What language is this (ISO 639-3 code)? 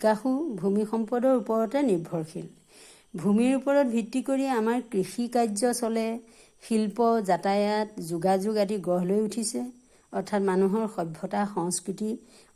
asm